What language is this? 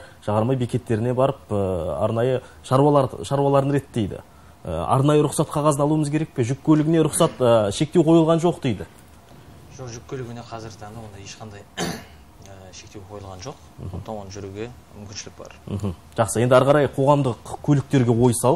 Kazakh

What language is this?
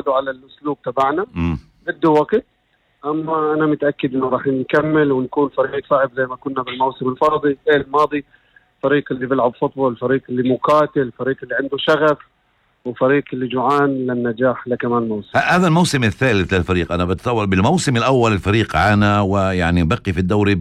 North Levantine Arabic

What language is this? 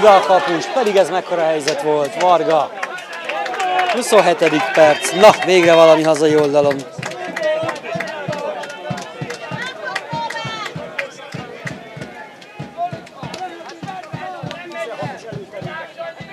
Hungarian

